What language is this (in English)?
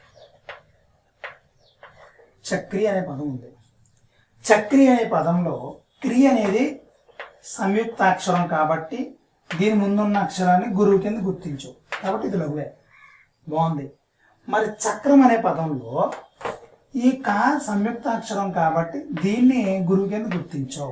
Telugu